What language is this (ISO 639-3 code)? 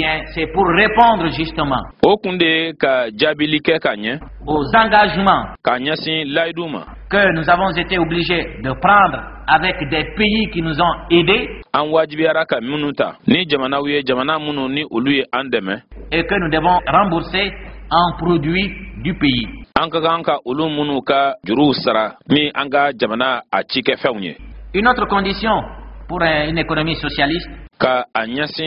bam